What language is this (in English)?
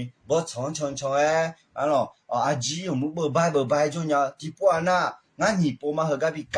Akha